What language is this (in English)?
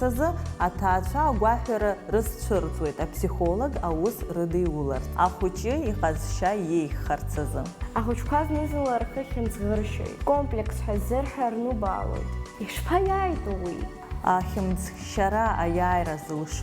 Abkhazian